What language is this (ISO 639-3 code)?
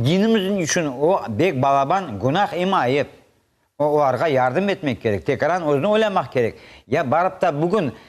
crh